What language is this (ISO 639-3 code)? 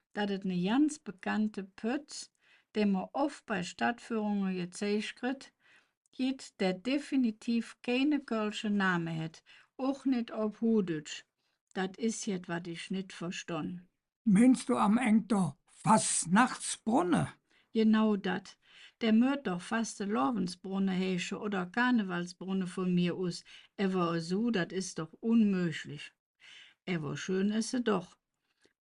ksh